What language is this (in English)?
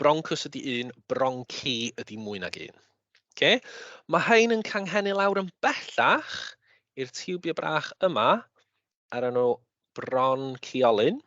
Welsh